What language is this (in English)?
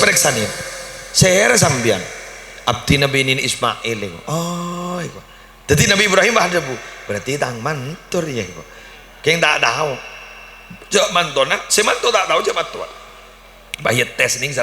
Madurese